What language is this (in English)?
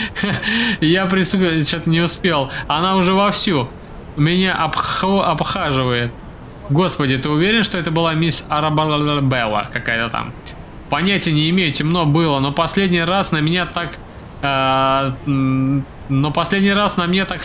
Russian